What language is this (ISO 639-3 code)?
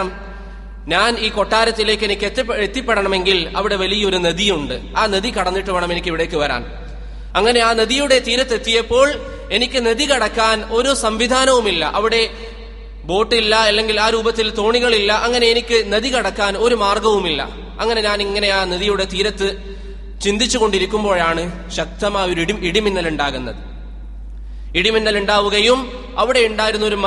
mal